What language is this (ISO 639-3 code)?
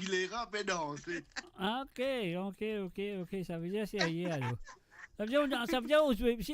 mfe